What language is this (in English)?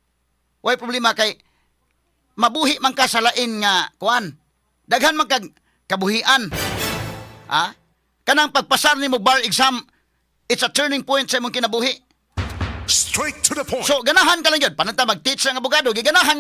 Cebuano